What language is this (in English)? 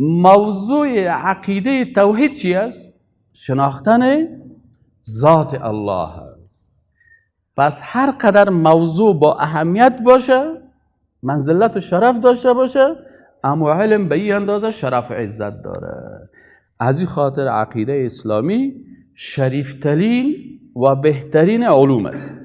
Persian